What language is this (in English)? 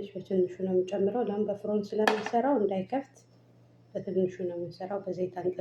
Amharic